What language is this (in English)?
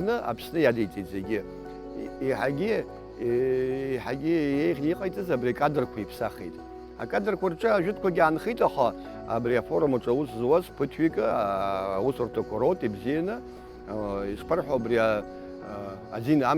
Abkhazian